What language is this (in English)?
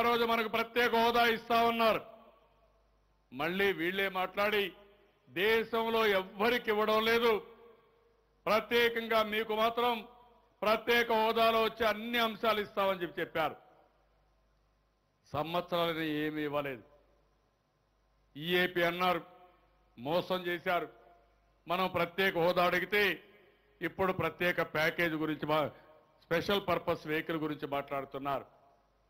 Telugu